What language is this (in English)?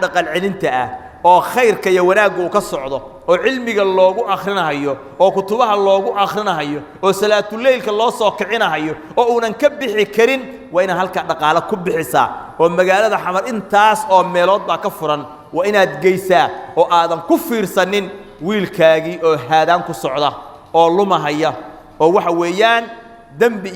Somali